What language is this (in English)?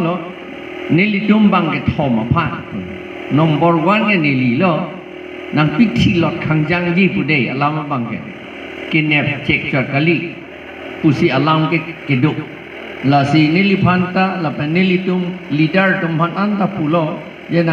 Karbi